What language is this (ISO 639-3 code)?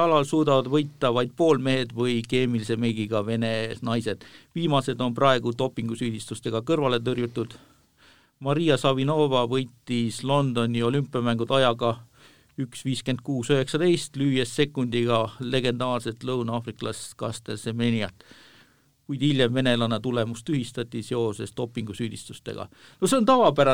est